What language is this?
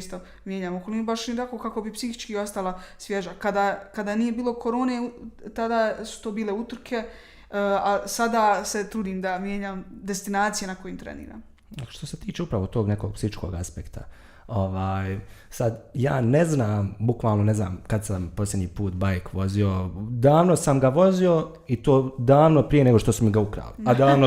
Bosnian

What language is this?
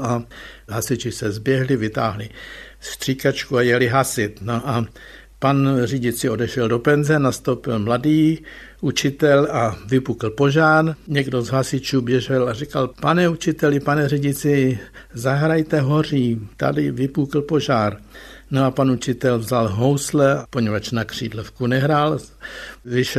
Czech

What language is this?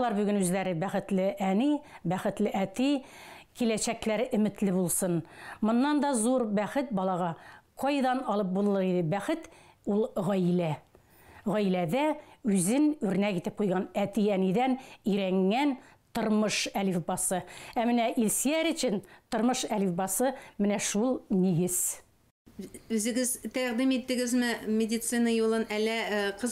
Tatar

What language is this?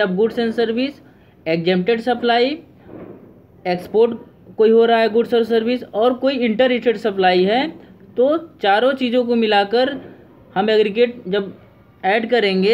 Hindi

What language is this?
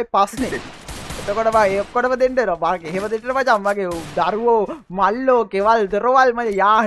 Sinhala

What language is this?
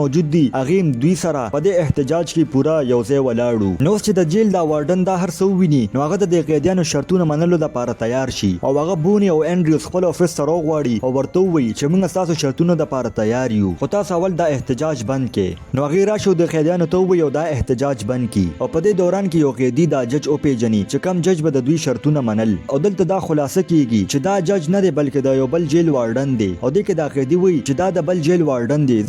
Pashto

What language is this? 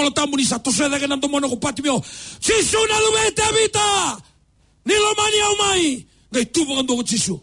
Fijian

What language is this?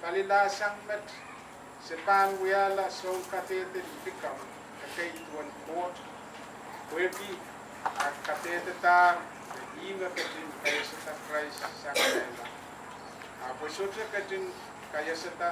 Pohnpeian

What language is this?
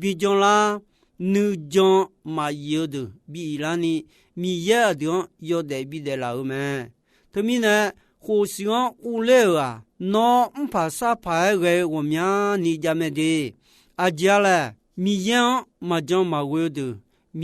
Akha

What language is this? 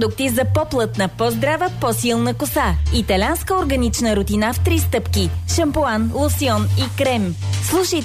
Bulgarian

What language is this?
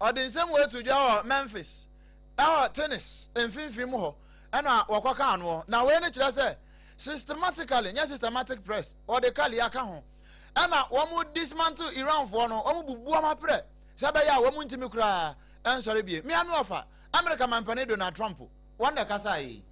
Akan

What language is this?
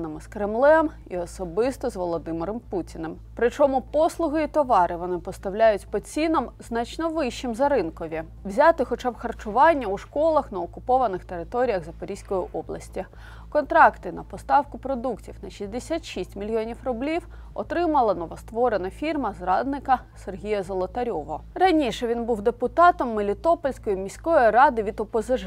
Ukrainian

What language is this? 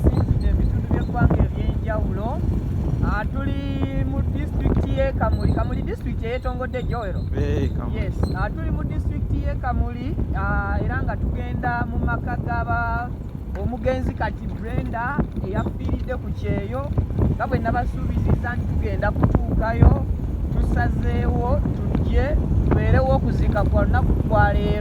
Ganda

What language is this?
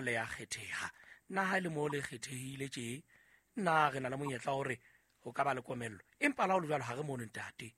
Southern Sotho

